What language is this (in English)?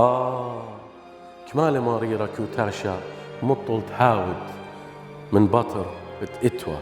Assyrian Neo-Aramaic